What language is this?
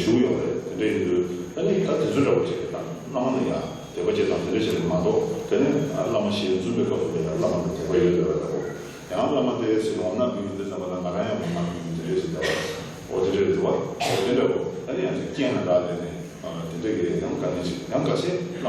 Tibetan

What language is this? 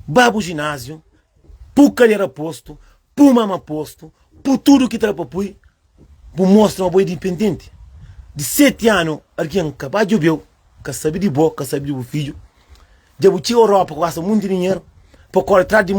Kabuverdianu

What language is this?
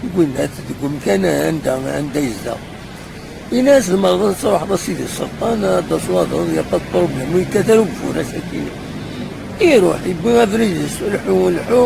Kabyle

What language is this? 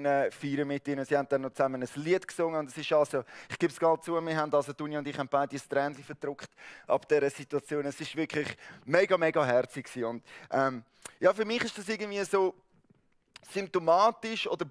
Swiss German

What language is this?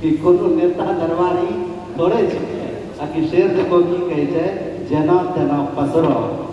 Angika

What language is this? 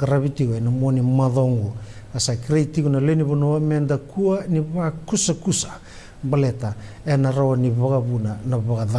Fijian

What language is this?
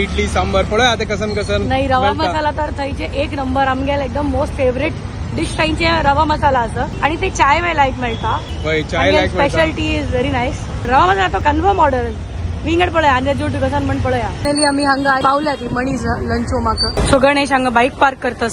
Konkani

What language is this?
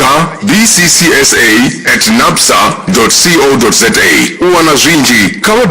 Venda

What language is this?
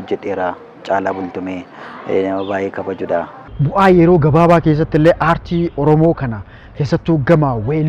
Oromo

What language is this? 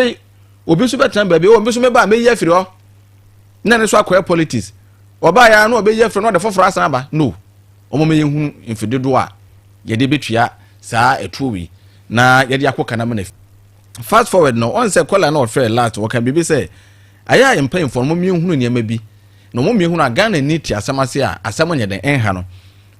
Akan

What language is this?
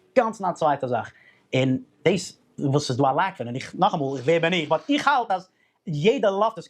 Yiddish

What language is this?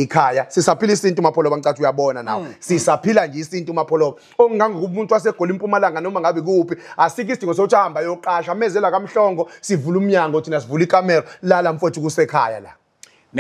Zulu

